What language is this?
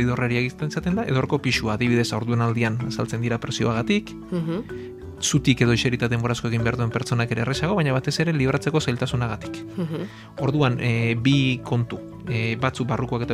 Basque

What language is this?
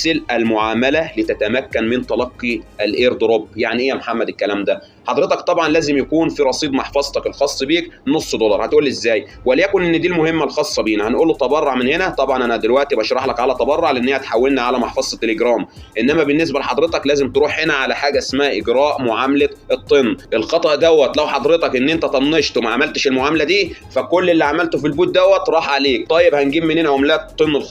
Egyptian Arabic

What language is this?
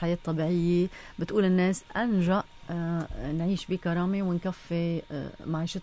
North Levantine Arabic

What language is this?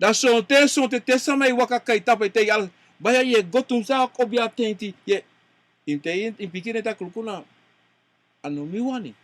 Sranan Tongo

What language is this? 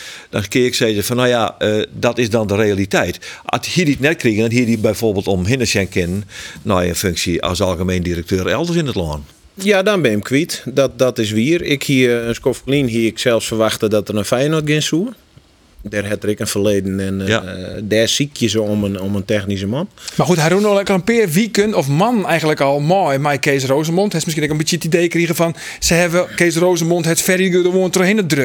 Western Frisian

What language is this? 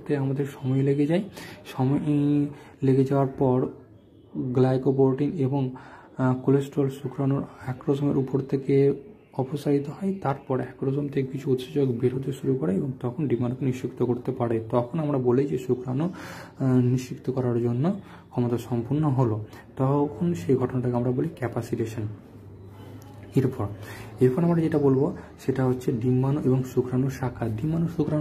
Bangla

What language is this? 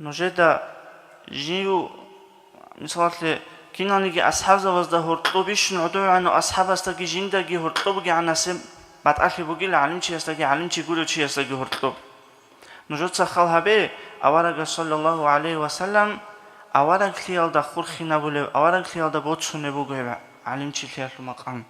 Avaric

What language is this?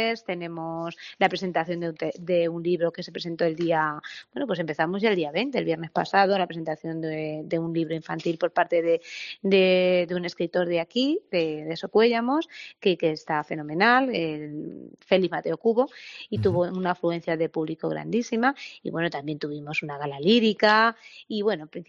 Spanish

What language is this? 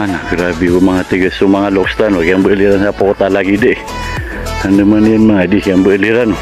Maranao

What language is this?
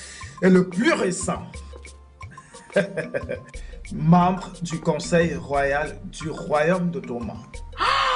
French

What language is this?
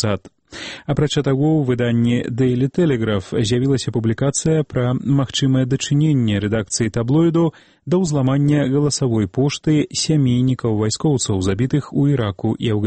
Belarusian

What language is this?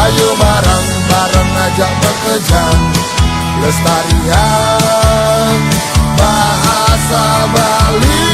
Balinese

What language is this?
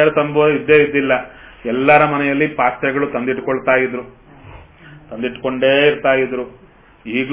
Kannada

